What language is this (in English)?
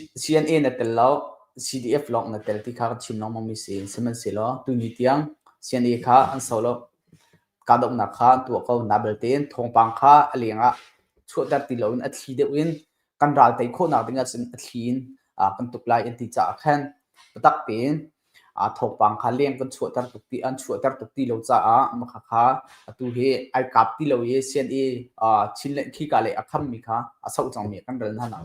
Hakha Chin